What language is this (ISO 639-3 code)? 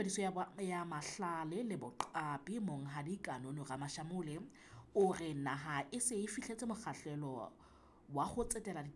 sot